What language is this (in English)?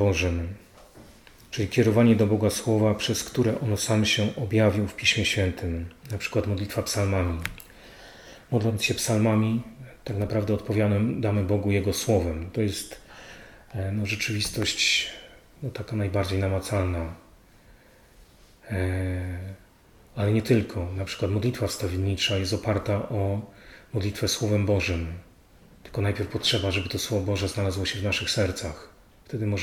Polish